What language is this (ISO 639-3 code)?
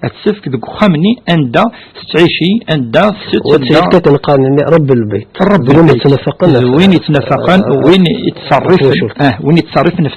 kab